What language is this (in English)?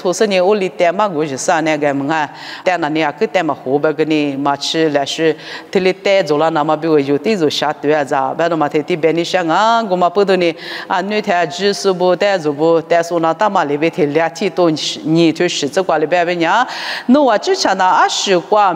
Lisu